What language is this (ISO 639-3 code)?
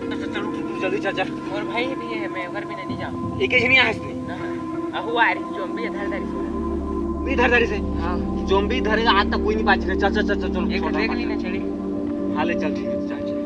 hne